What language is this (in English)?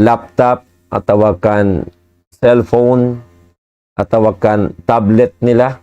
Tausug